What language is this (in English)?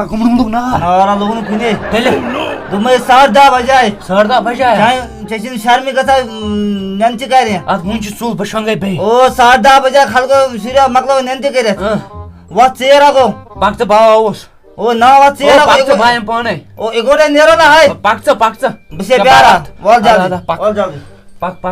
Kashmiri